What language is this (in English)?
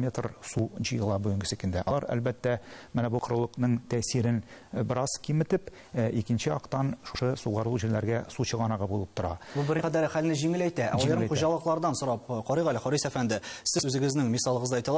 Tatar